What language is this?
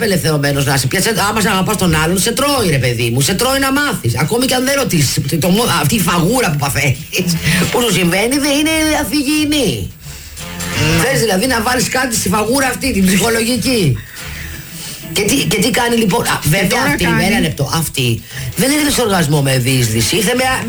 Greek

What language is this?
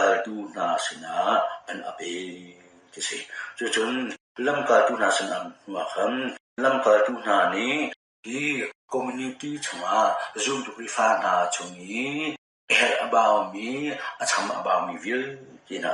Hakha Chin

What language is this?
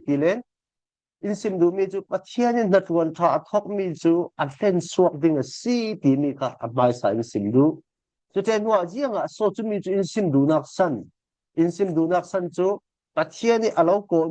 Falam Chin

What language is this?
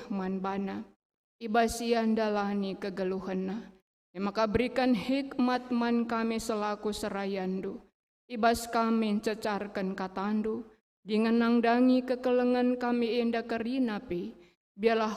Batak Karo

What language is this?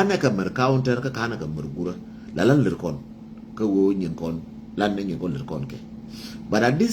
Nuer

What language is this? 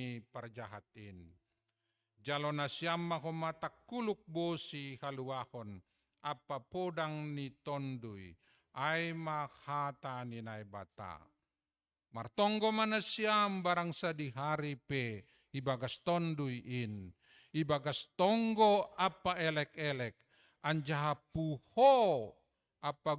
Batak Simalungun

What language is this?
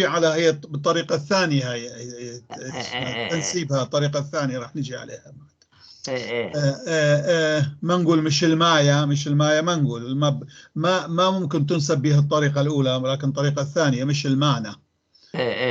North Levantine Arabic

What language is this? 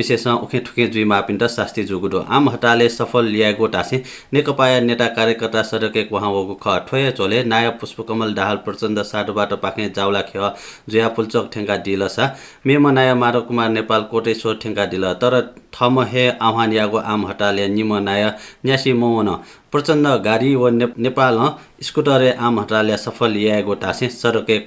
Newari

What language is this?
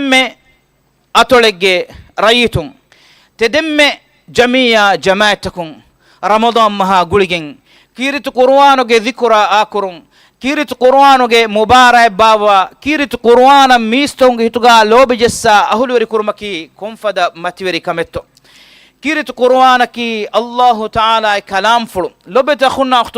Divehi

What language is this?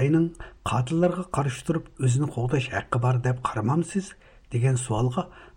Uyghur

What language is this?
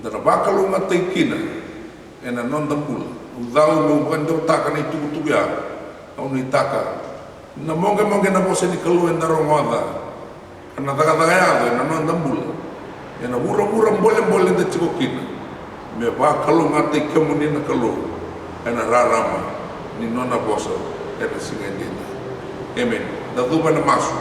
Fijian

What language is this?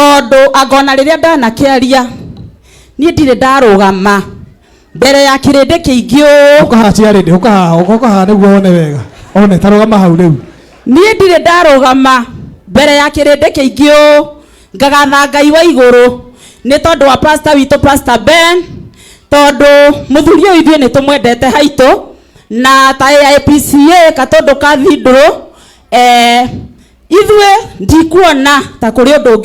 Kikuyu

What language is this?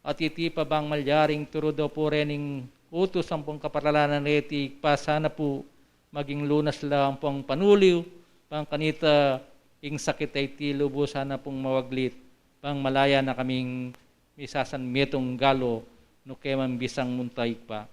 Pampanga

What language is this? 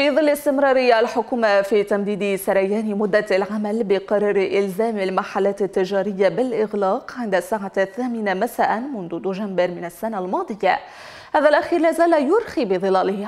Arabic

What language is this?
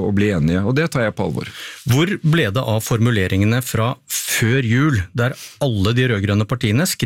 Norwegian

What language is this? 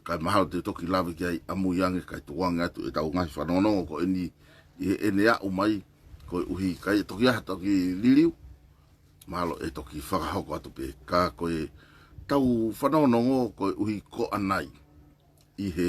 Tongan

